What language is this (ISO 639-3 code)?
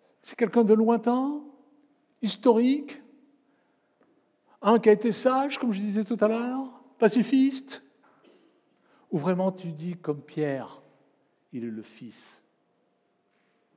fra